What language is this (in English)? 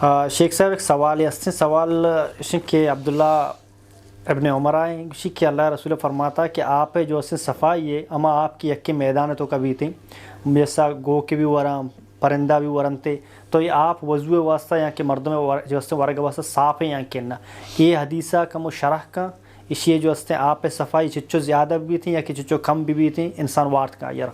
Baluchi